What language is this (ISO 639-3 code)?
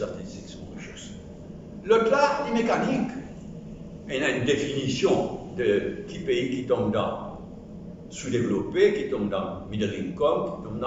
mfe